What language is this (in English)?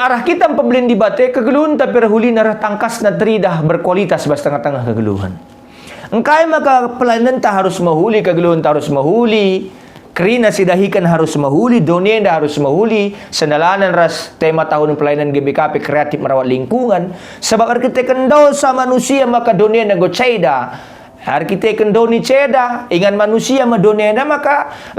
Batak Karo